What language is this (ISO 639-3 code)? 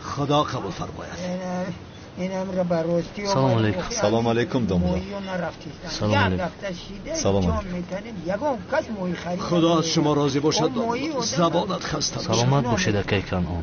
tgk